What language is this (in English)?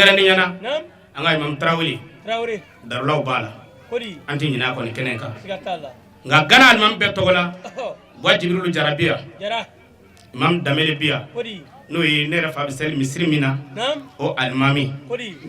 Bambara